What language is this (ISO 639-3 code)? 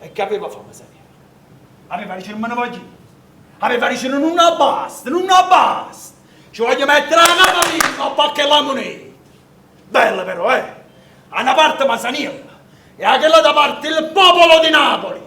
nap